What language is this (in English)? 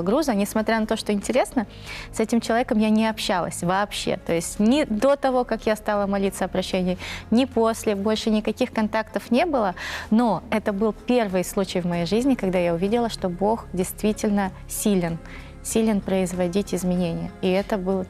Russian